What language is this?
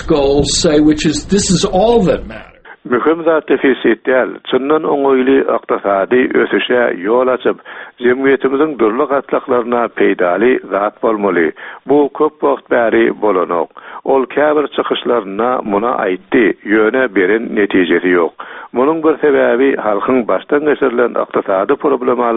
Turkmen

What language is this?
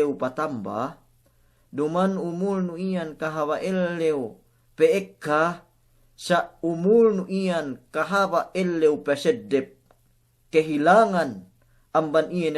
Yakan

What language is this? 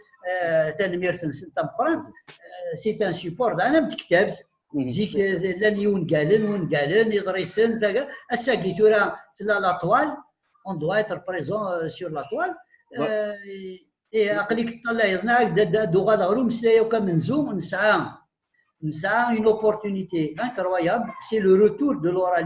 Kabyle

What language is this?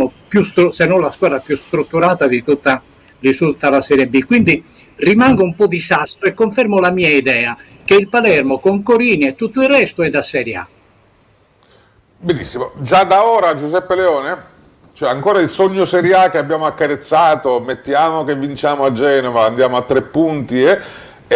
Italian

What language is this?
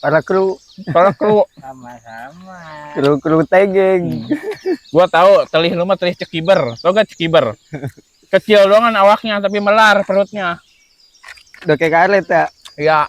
Betawi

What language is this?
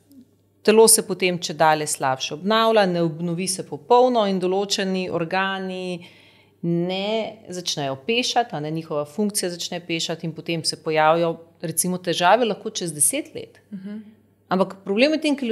Slovenian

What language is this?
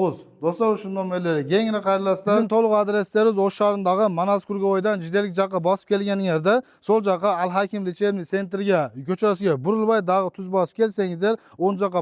Uzbek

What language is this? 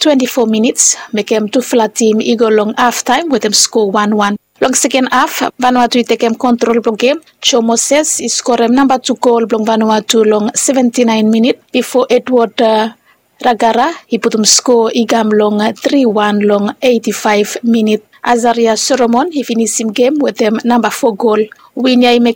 Bislama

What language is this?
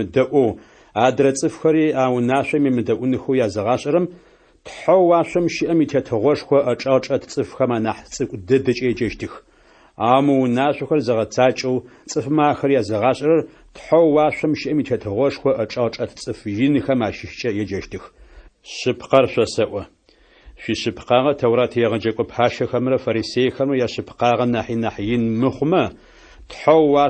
Adyghe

